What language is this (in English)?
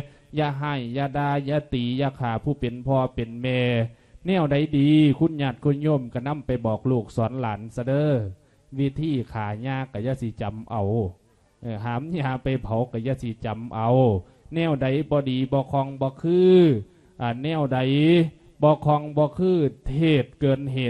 Lao